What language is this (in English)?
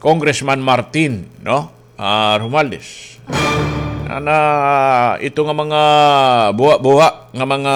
Waray